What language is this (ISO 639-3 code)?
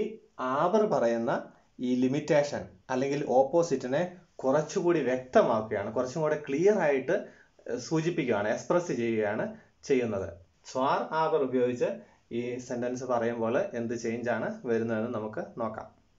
mal